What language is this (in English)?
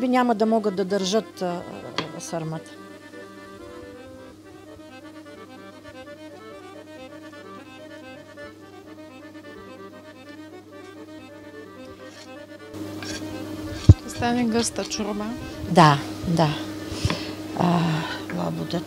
Bulgarian